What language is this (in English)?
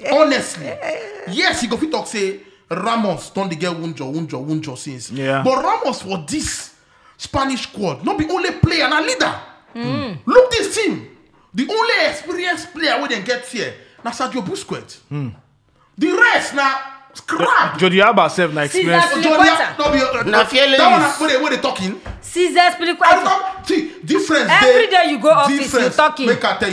Nigerian Pidgin